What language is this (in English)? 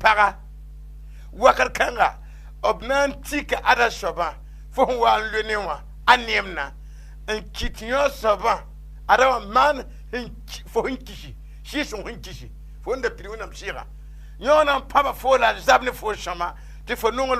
Mossi